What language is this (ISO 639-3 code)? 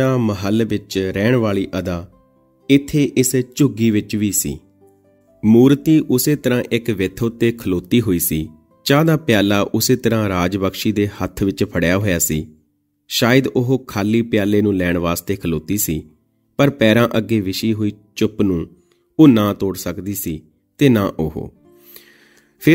pan